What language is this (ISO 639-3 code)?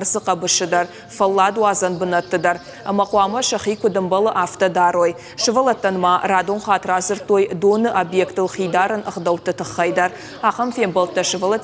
oss